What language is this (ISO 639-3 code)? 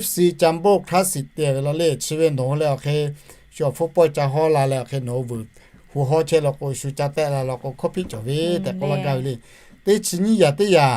lhu